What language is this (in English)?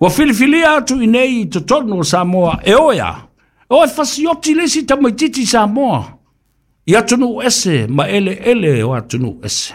Samoan